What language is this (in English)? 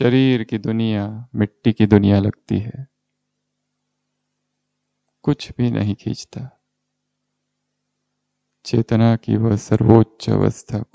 Hindi